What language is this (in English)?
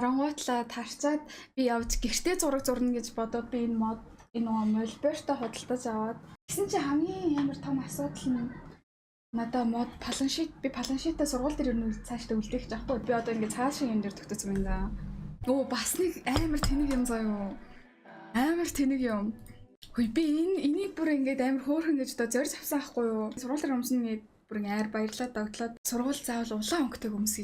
Mongolian